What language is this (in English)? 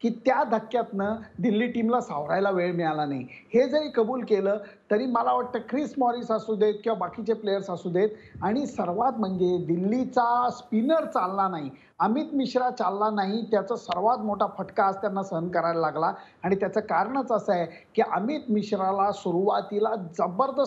Marathi